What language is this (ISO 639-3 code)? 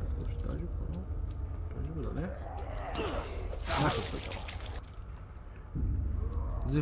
jpn